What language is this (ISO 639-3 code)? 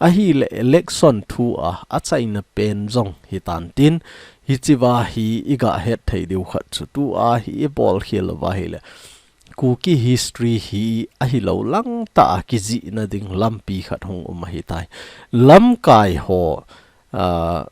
tcz